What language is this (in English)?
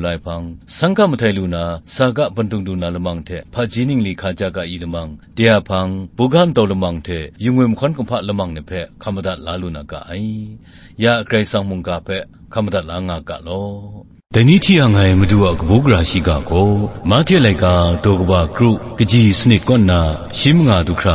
Kachin